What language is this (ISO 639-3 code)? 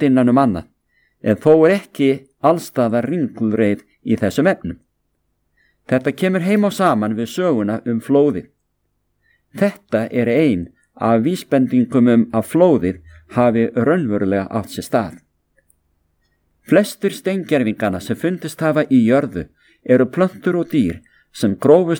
isl